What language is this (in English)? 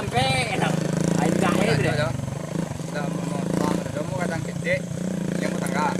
Minangkabau